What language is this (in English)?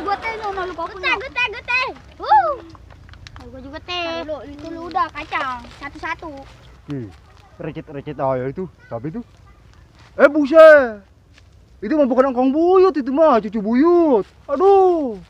Betawi